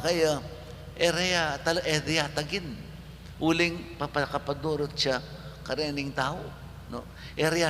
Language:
Pampanga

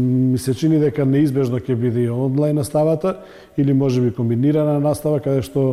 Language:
Macedonian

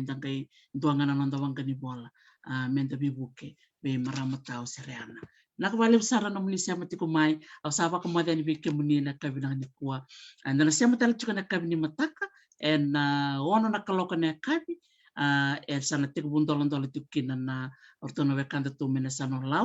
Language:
Fijian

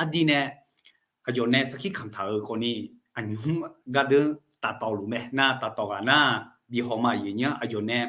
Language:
Akha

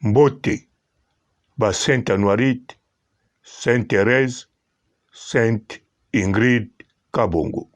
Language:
Lingala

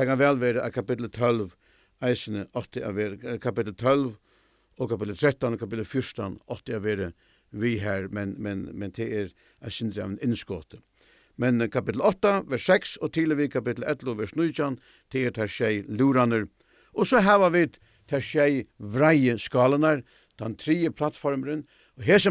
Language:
Faroese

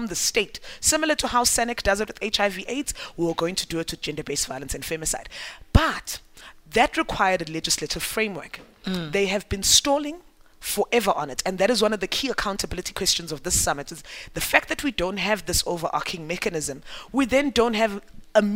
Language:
English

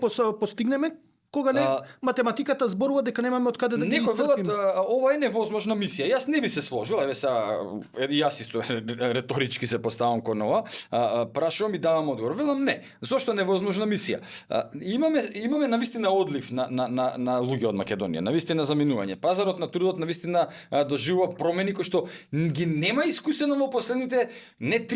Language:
Macedonian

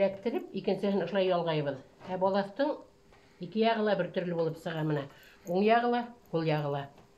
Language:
Bashkir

